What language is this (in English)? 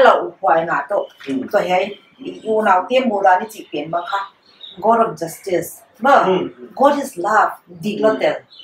Paite Chin